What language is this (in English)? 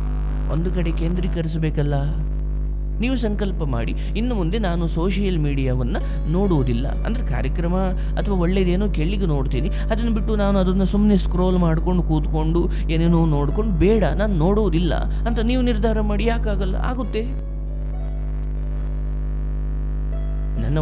Kannada